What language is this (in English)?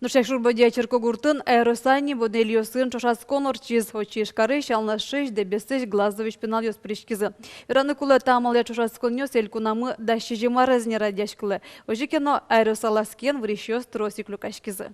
Udmurt